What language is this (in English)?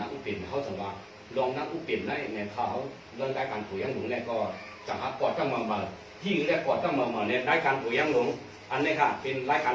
Shan